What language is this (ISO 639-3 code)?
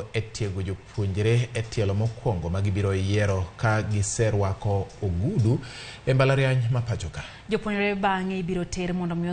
luo